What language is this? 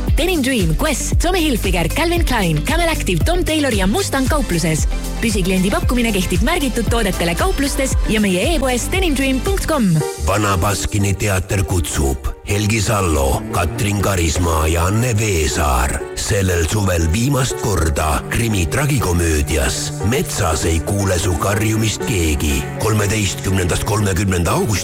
Estonian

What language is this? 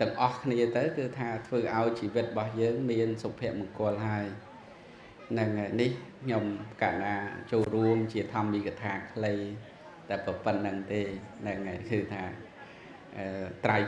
Khmer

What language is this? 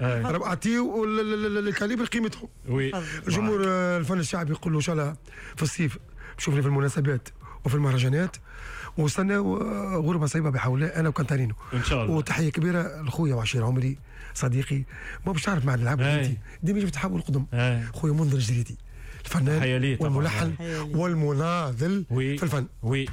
Tunisian Arabic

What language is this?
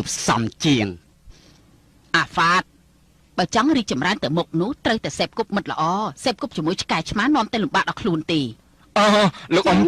Khmer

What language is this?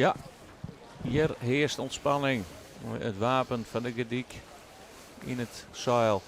Western Frisian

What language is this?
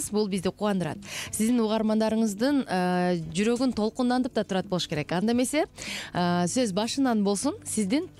Kyrgyz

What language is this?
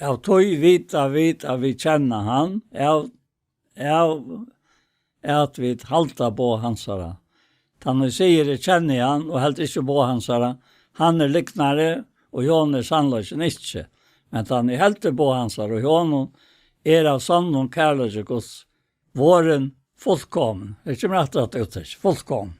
Faroese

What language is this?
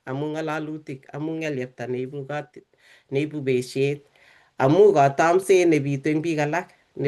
Kalenjin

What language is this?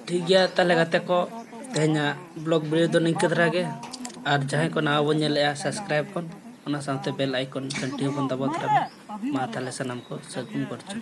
Santali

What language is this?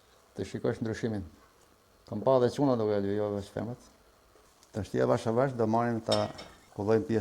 Albanian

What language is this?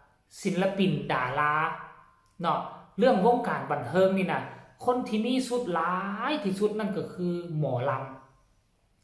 Northeastern Thai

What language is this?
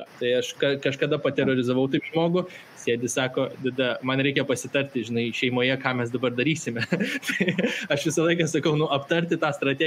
Lithuanian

